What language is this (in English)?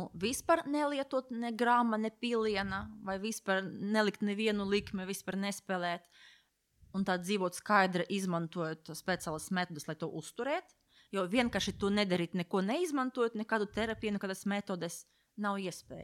Latvian